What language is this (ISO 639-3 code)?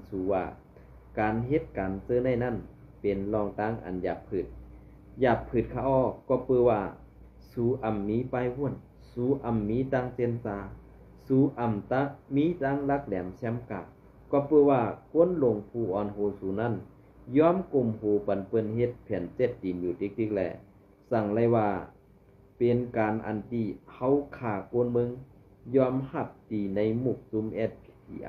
shn